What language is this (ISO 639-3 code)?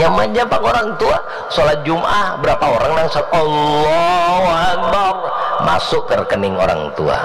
bjn